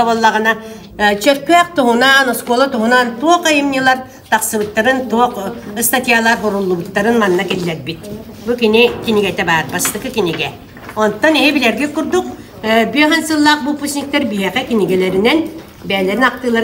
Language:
Yakut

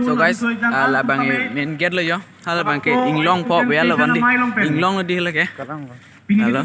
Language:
Karbi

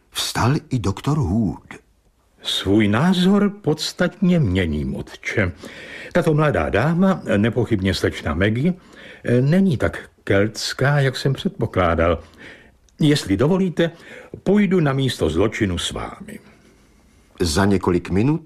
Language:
Czech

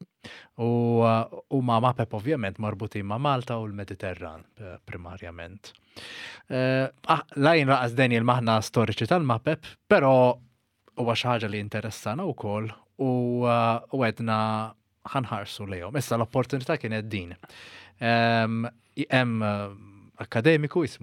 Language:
Maltese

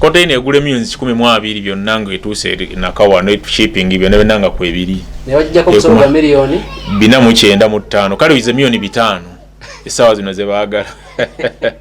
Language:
Ganda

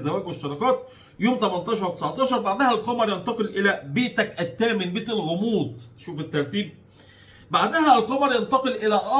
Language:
Egyptian Arabic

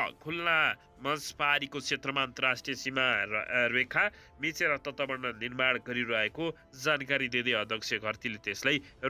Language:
Nepali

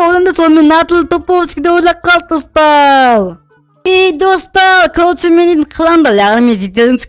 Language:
Kazakh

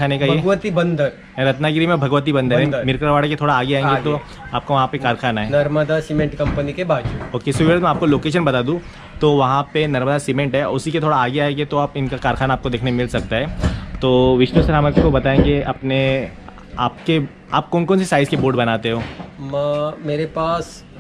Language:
Hindi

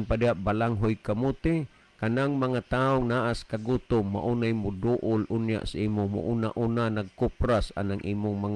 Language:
Cebuano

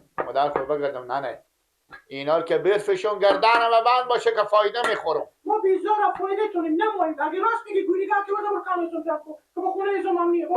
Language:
Persian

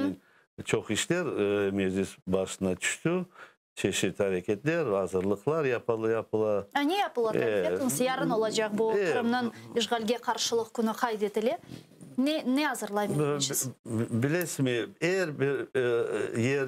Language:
Crimean Tatar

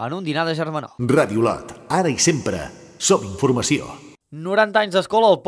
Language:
Catalan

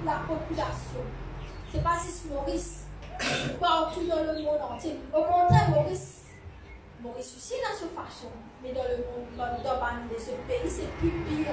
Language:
Morisyen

